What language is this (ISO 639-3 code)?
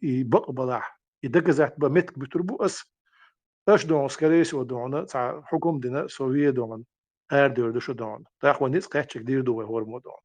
che